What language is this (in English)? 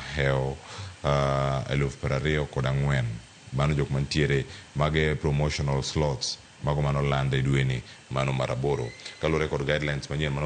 Luo (Kenya and Tanzania)